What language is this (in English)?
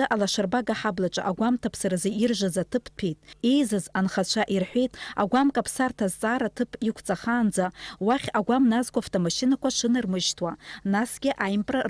Abkhazian